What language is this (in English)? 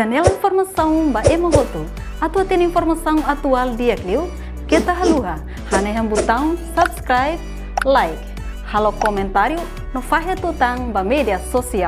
Tetum